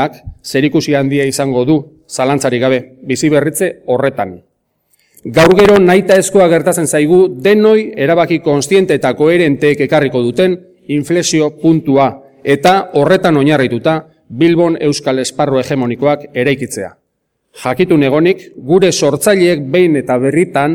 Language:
Basque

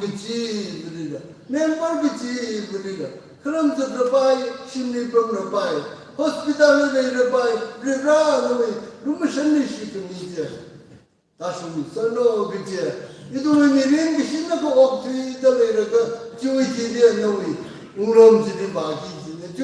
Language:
Tangkhul Naga (India)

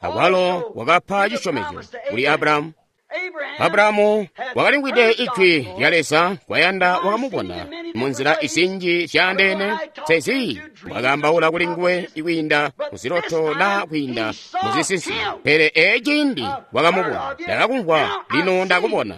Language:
Tonga (Zambia)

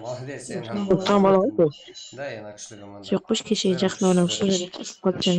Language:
Kara-Kalpak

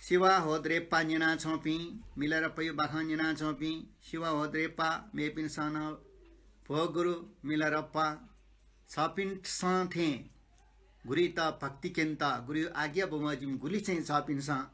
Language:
Newari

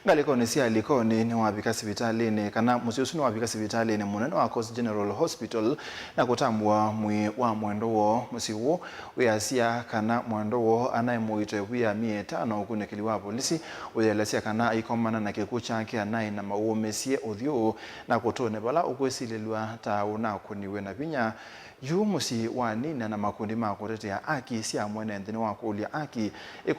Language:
Kamba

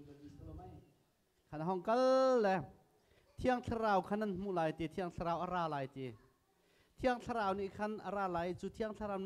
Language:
Hakha Chin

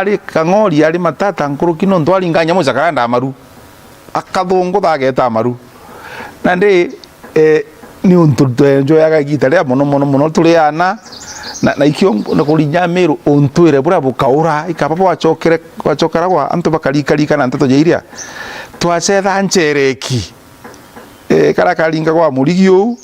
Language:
Meru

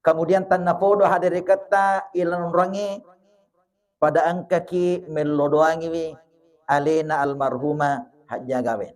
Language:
Buginese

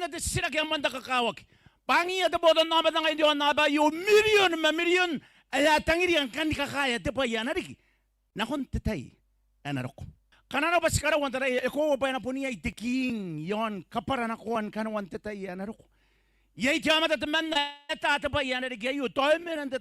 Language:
Gilbertese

